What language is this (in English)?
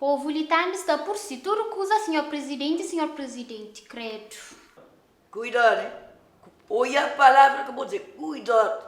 Kabuverdianu